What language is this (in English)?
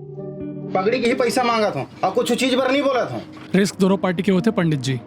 Chhattisgarhi